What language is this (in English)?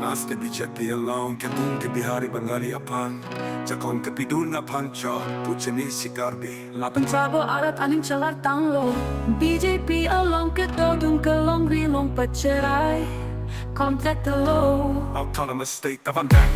Karbi